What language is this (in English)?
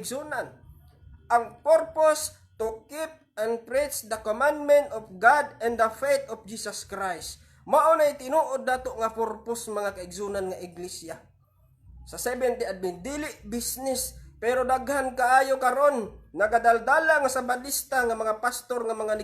Cebuano